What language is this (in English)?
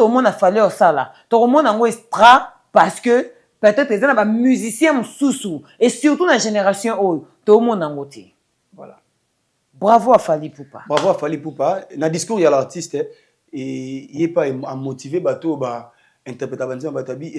Lingala